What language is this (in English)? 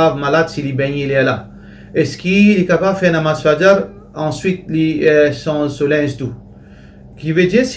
Morisyen